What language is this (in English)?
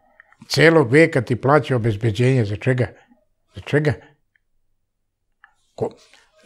Serbian